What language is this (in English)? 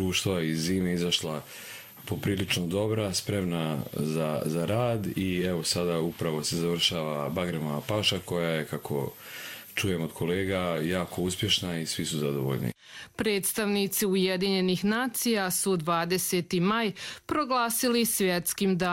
Croatian